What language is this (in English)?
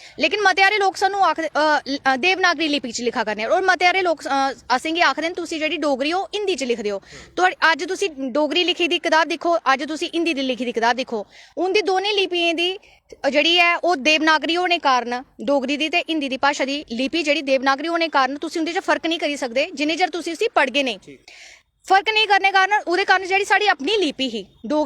Dogri